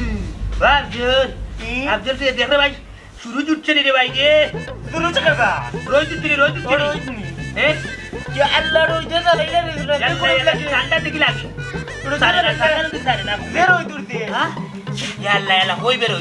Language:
Sylheti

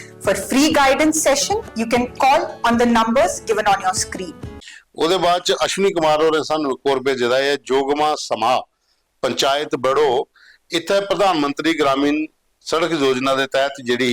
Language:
Dogri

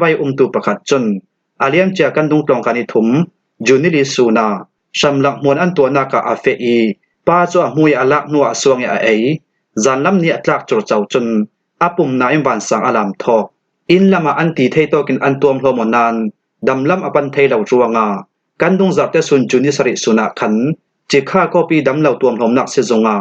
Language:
Falam Chin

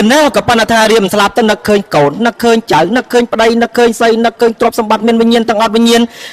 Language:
Khmer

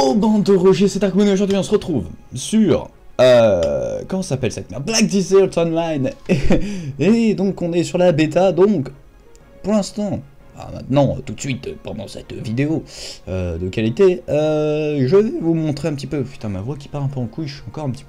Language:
French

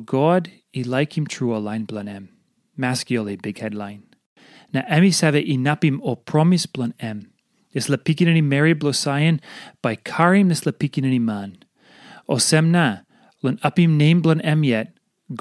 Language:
Tok Pisin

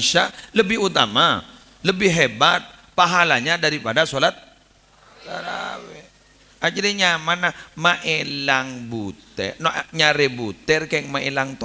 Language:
Madurese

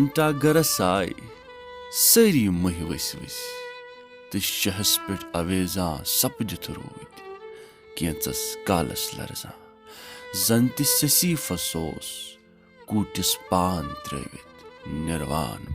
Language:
Kashmiri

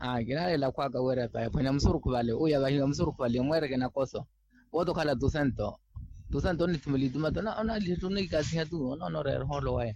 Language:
Makhuwa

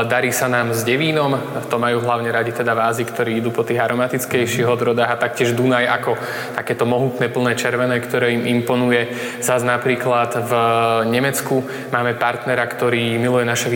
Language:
Slovak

